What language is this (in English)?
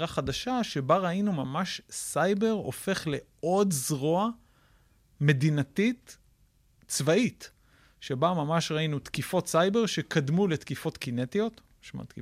Hebrew